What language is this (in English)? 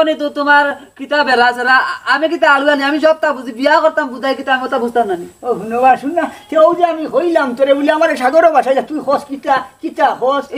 Sylheti